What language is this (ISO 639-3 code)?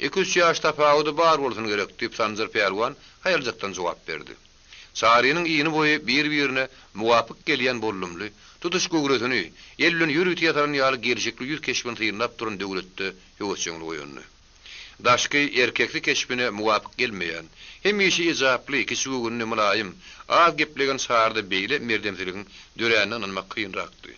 tuk